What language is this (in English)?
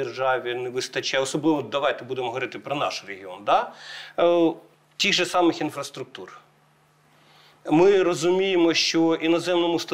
Ukrainian